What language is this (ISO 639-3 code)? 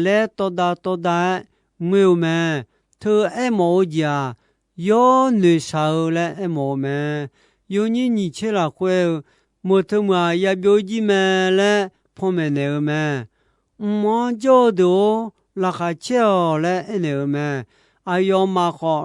ahk